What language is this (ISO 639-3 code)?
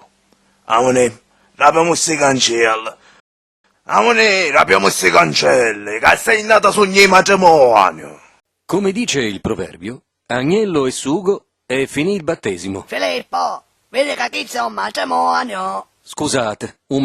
scn